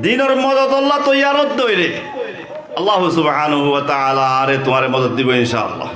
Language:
Rohingya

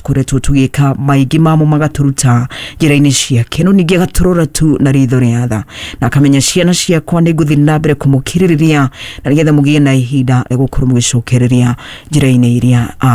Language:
Kikuyu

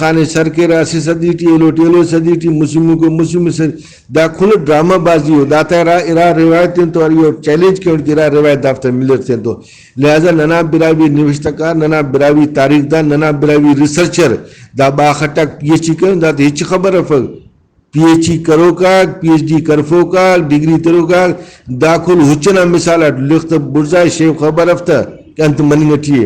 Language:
Brahui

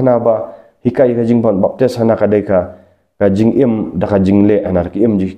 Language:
Khasi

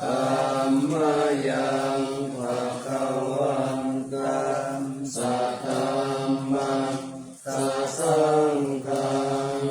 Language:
Pali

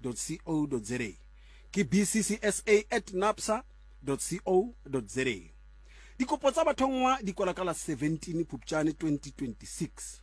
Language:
Southern Sotho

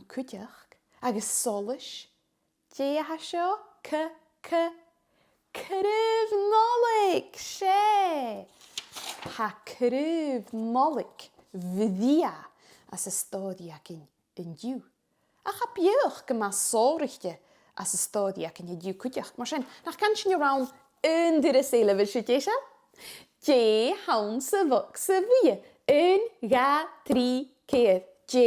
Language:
Scottish Gaelic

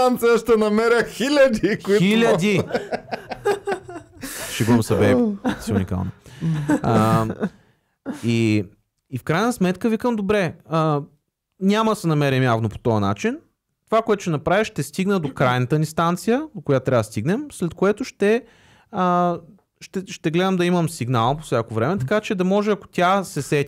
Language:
Bulgarian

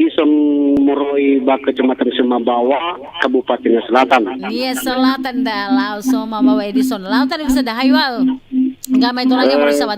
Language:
Nias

